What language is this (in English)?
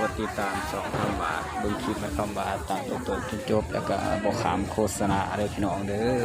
Northeastern Thai